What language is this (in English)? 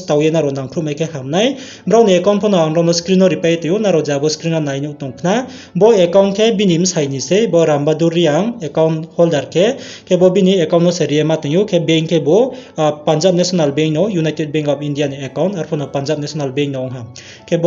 Riang (India)